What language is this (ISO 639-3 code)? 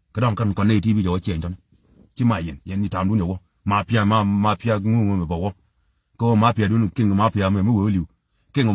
nus